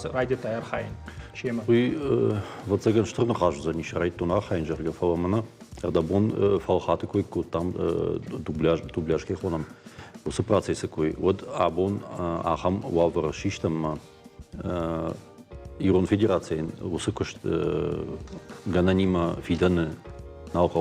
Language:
Ossetic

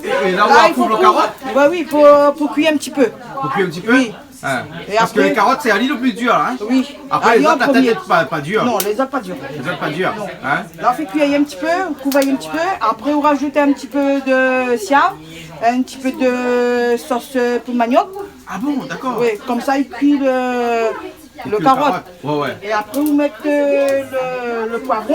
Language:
Réunion Creole French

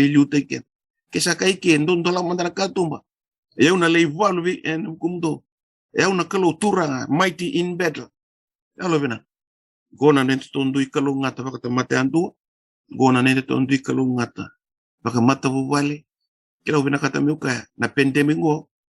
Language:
Fijian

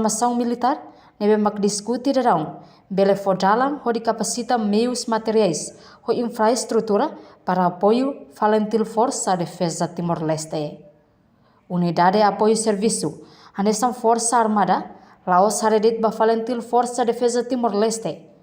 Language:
Tetum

